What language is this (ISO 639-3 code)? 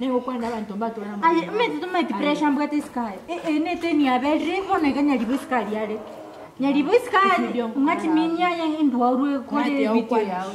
guz